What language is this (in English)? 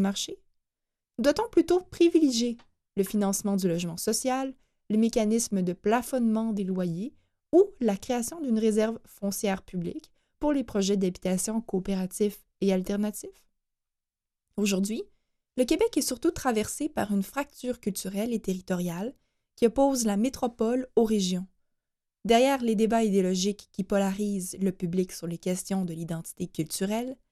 French